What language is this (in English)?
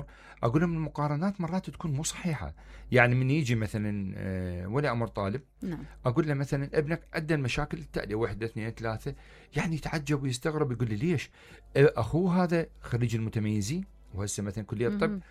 Mesopotamian Arabic